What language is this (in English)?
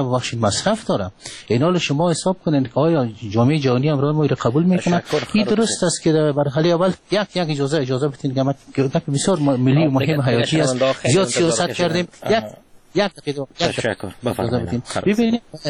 Persian